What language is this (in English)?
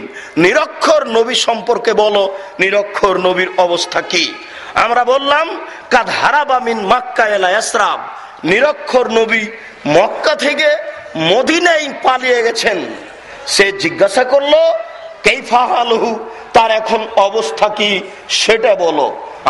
Bangla